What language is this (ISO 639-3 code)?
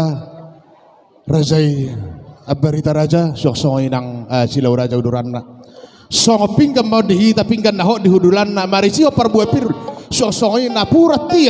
bbc